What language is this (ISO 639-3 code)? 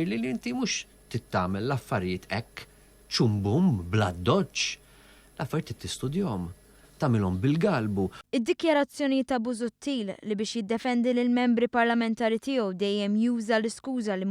mlt